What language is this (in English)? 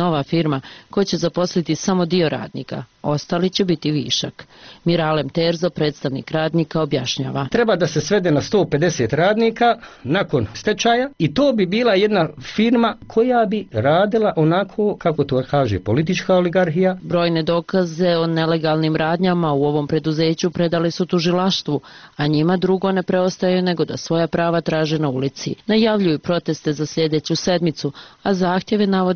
Bosnian